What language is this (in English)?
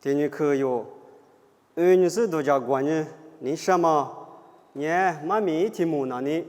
Lisu